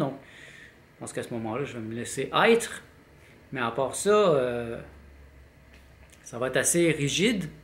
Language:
French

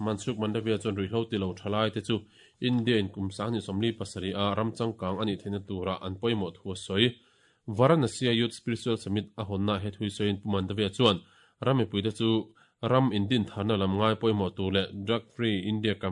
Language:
Mizo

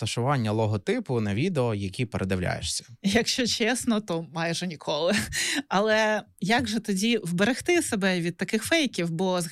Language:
Ukrainian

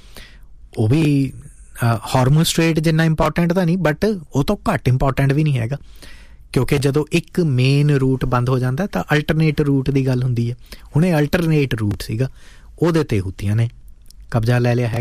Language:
Punjabi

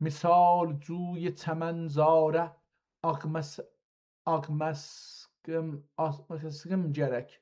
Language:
South Azerbaijani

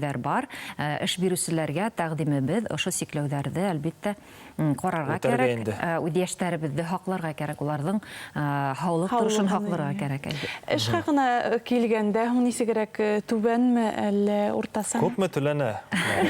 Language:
Bashkir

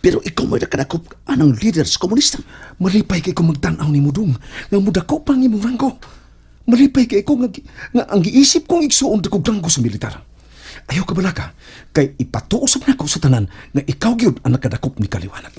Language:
Cebuano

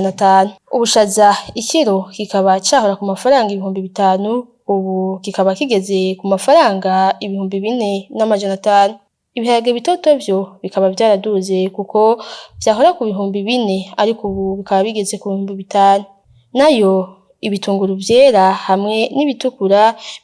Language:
Rundi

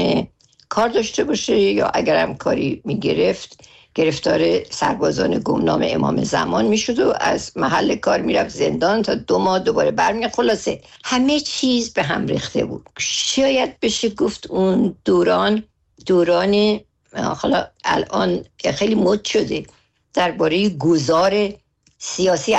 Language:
Persian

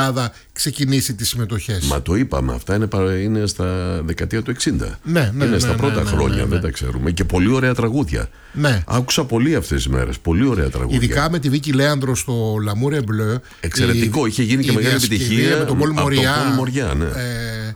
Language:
Greek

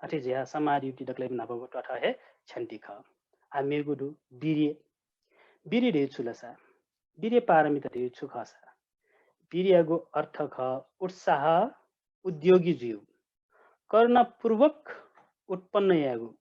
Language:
Newari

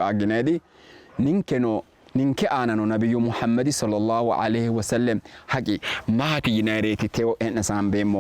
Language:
Sidamo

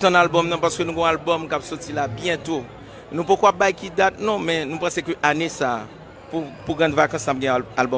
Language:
Haitian Creole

